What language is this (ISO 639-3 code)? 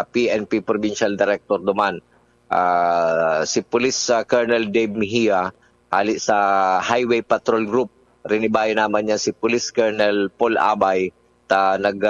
bik